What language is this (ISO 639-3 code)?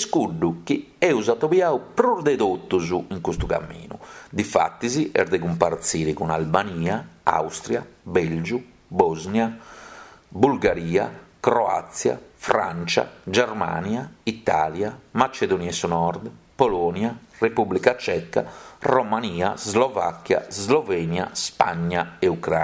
srd